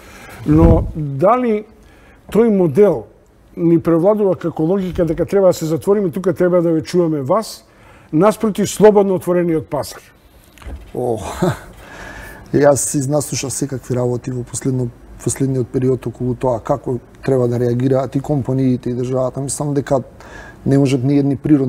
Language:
Macedonian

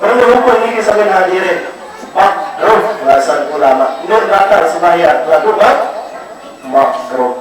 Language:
Sasak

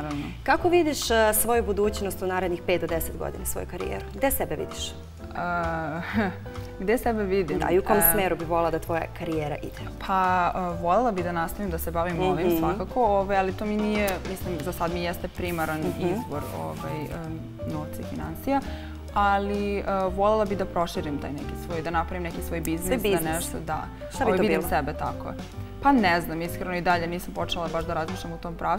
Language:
Serbian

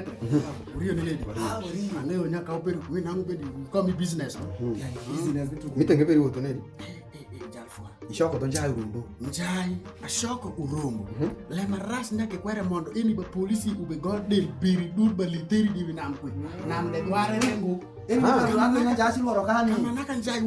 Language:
Alur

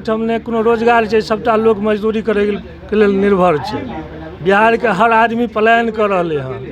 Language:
Maithili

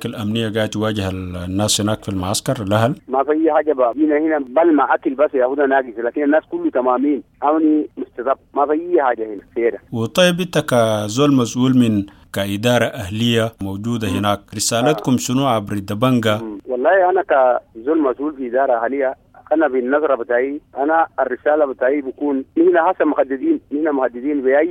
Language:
Sudanese Arabic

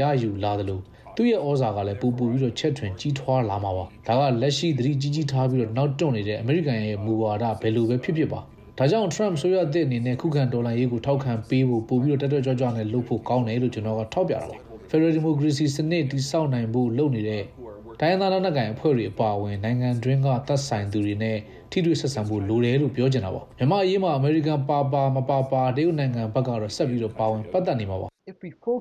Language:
Burmese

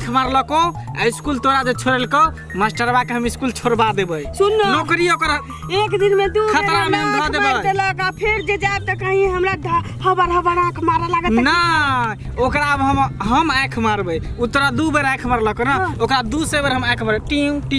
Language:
Maithili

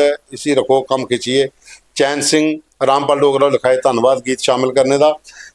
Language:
Dogri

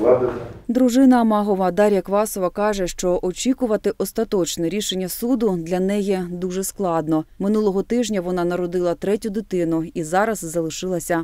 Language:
Ukrainian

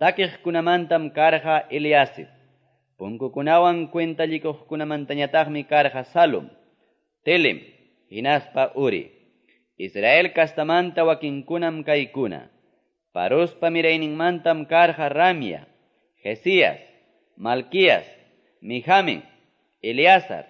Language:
Quechua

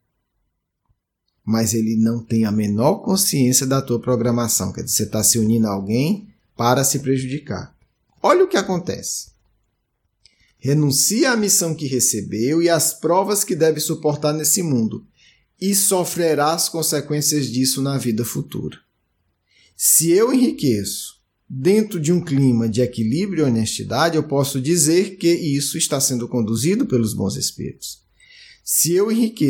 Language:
Portuguese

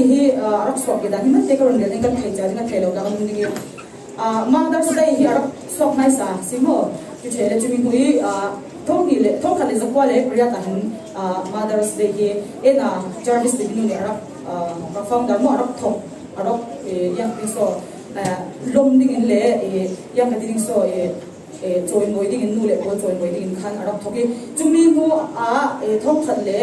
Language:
Falam Chin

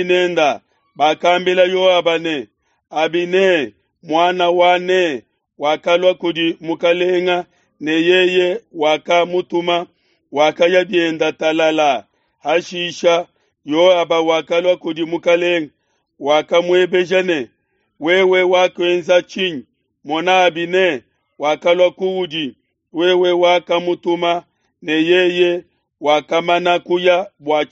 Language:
Luba-Lulua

